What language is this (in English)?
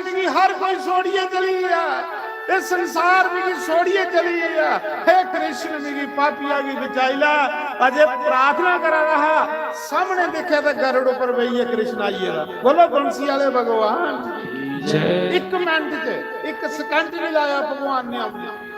Dogri